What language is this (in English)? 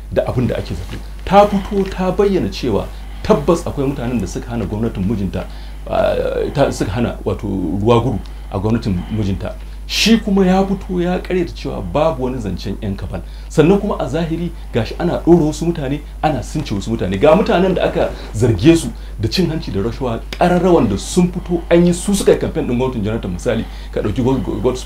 Hausa